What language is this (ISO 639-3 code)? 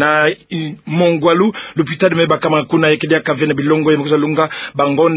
ktu